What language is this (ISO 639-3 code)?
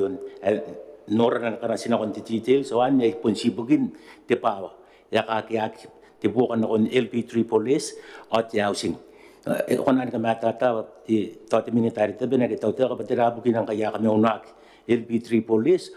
gil